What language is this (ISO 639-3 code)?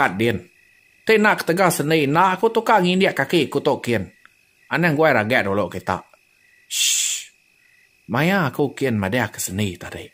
iba